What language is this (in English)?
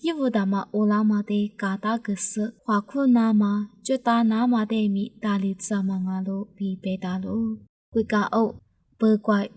Lisu